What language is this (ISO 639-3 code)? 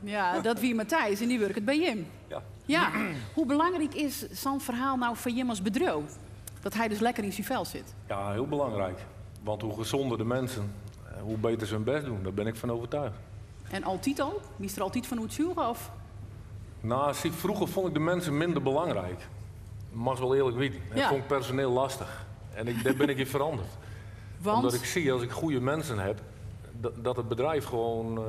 fry